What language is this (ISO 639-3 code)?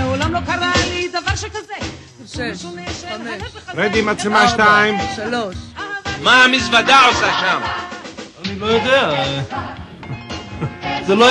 heb